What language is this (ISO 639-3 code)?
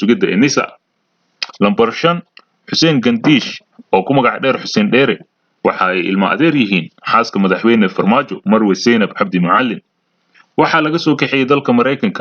som